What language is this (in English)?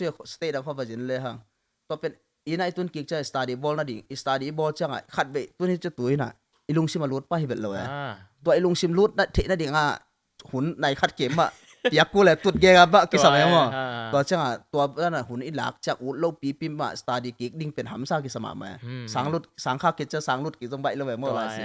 Tedim Chin